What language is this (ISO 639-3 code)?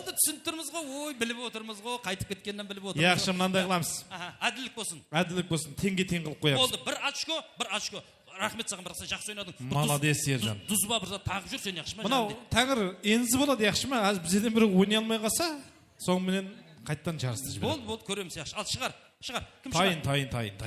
kaa